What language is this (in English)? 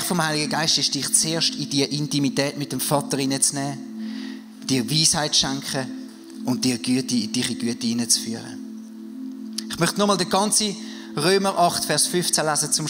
Swiss German